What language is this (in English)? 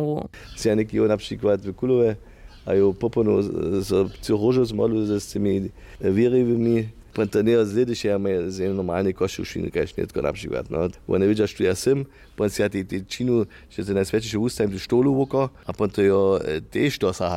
Upper Sorbian